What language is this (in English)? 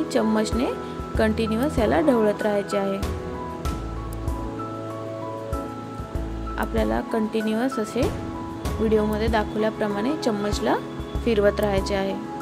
Marathi